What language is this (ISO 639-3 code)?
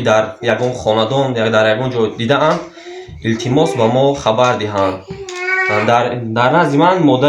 tgk